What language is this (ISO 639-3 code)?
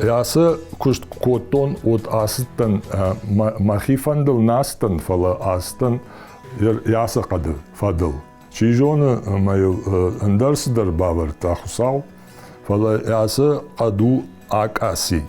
oss